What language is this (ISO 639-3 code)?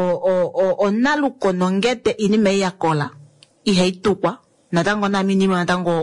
kua